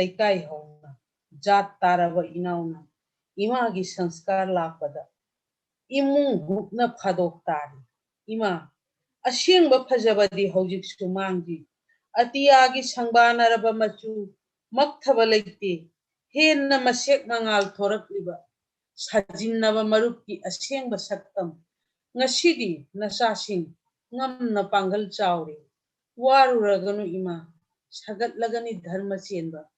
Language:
Manipuri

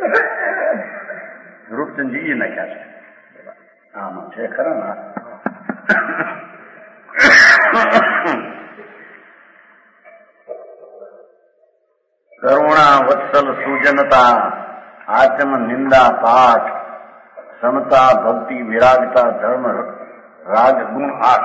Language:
Gujarati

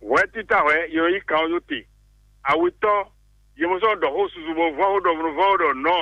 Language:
Fon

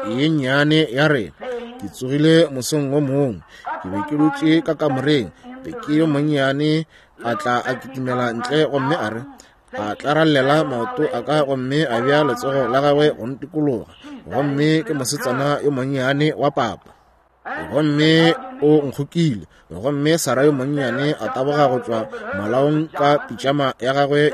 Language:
Northern Sotho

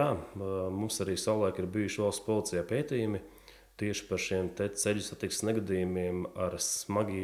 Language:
Latvian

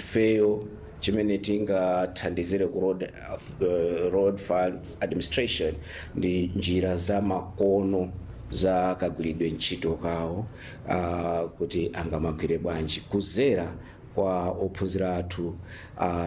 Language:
Nyanja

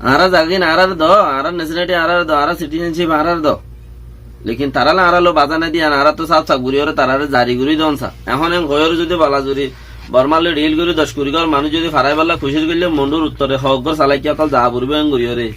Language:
Rohingya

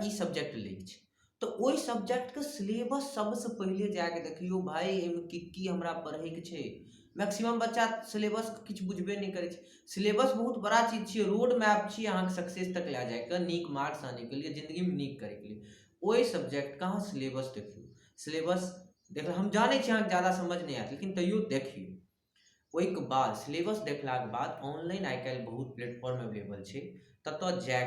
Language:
Maithili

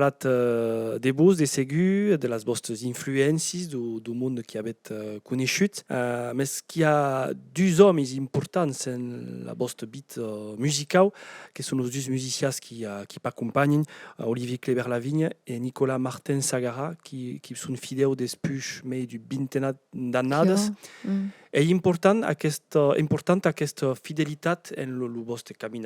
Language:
Occitan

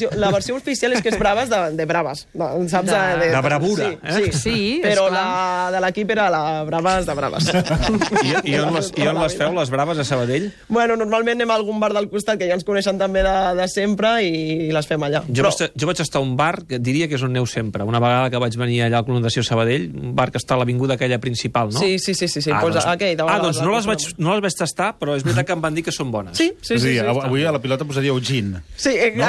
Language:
Catalan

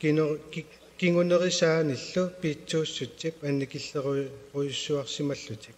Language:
Kalaallisut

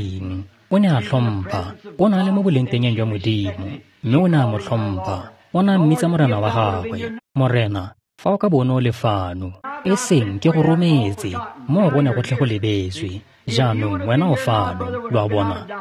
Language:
Tswana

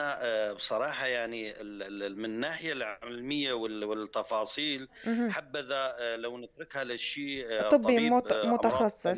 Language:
North Levantine Arabic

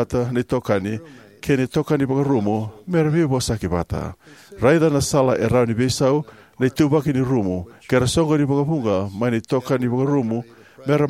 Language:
Fijian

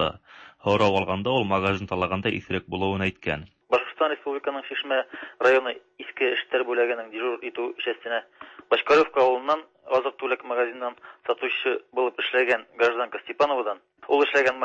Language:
Tatar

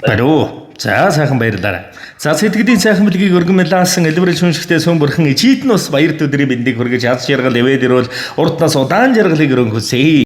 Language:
Mongolian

